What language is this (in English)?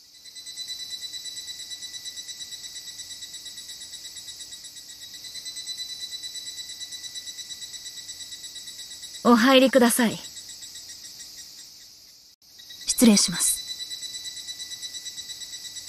Japanese